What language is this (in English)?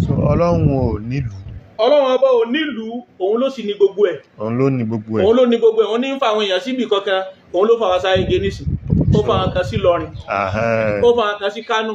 Yoruba